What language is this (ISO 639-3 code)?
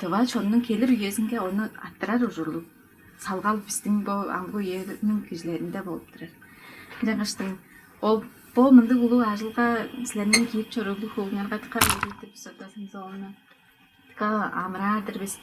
tyv